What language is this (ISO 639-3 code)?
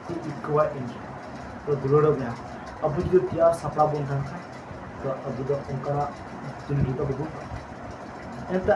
sat